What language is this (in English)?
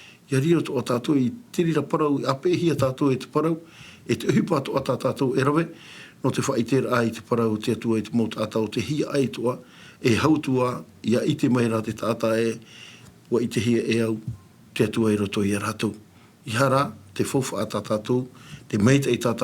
Tahitian